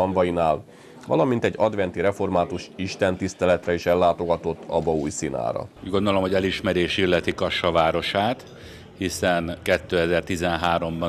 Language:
Hungarian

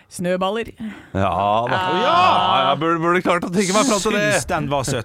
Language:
Norwegian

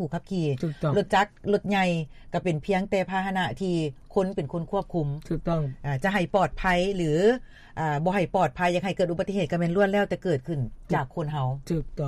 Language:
Lao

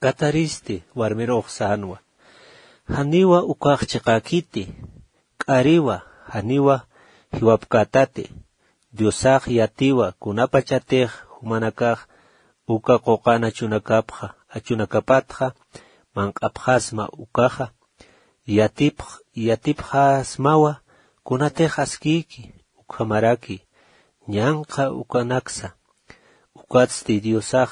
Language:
Aymara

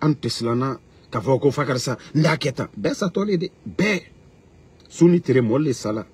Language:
Bambara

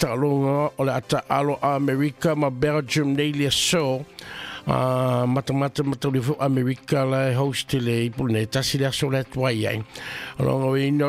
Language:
Samoan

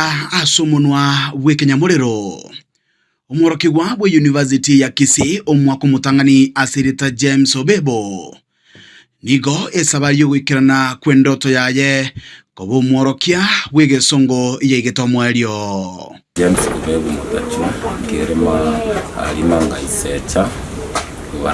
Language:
Gusii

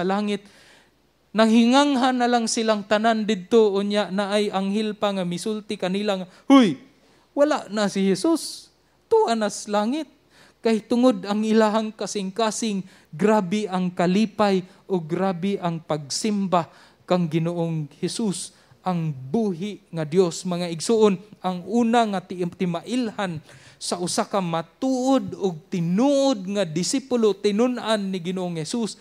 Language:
Cebuano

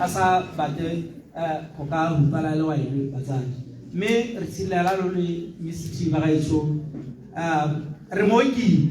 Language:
Tswana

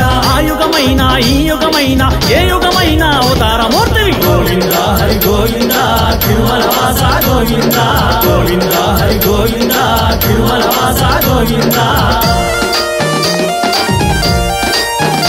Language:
Telugu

